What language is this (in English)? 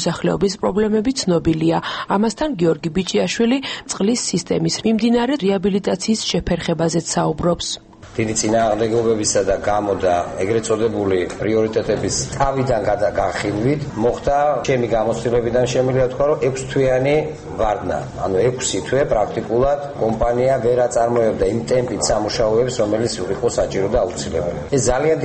Georgian